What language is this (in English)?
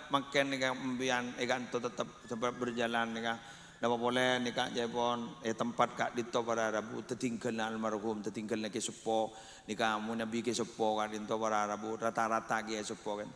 Madurese